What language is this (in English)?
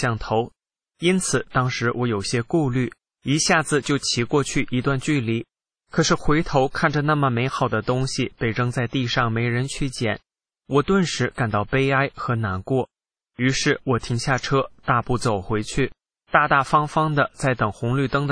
Chinese